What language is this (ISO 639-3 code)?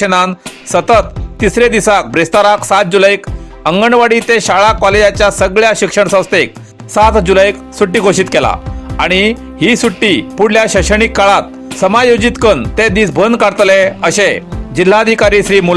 kok